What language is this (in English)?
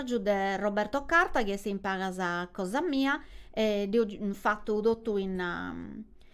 Sardinian